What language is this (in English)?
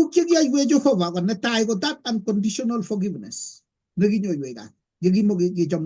Kalenjin